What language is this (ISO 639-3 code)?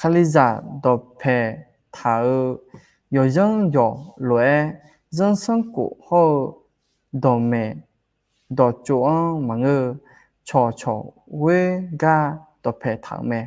ahk